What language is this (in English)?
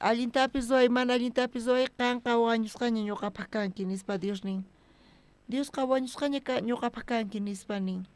South Bolivian Quechua